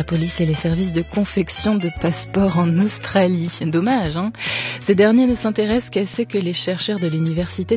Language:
French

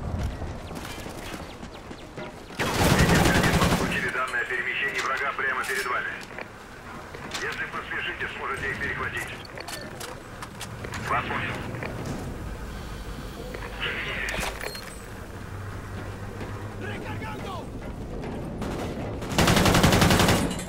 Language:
Russian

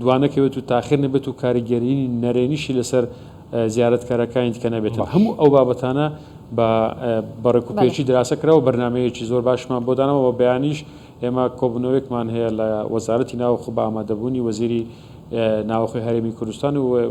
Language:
Central Kurdish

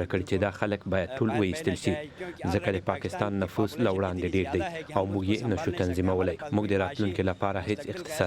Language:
Pashto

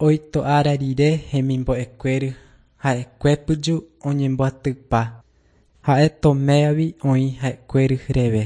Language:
Guarani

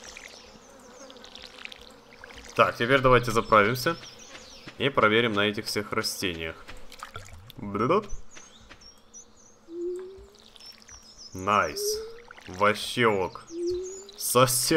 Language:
Russian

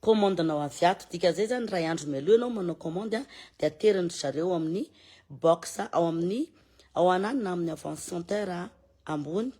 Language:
Malagasy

